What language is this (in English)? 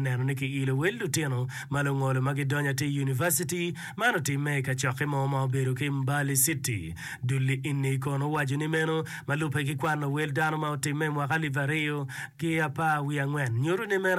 Acoli